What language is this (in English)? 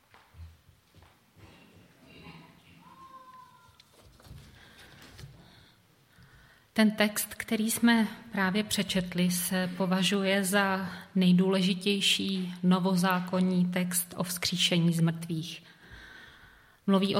Czech